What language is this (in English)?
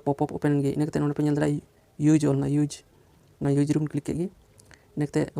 Santali